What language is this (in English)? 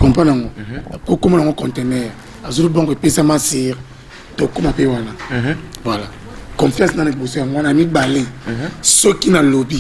Lingala